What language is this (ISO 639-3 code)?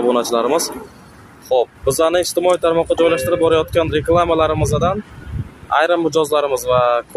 uzb